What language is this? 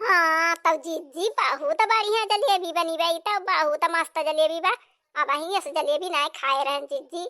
Awadhi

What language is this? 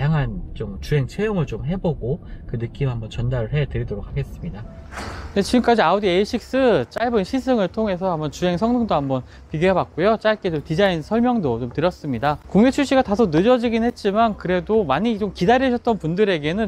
Korean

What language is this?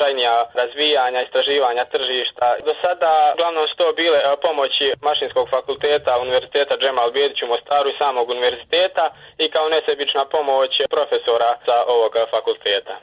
Bosnian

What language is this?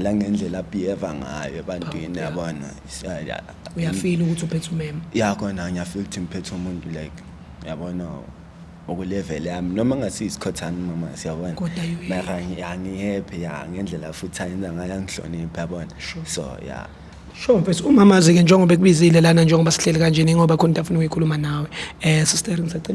Zulu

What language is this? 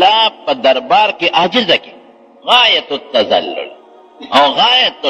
Pashto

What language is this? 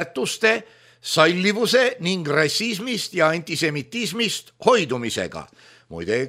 Estonian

